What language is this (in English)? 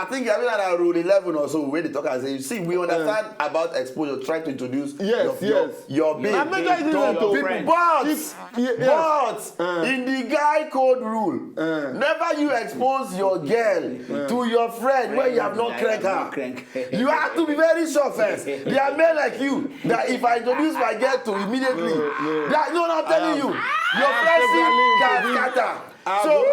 Nigerian Pidgin